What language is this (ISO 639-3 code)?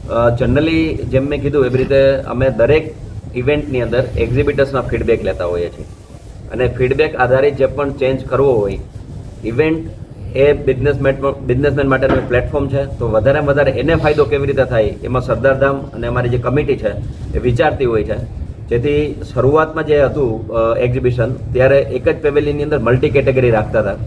guj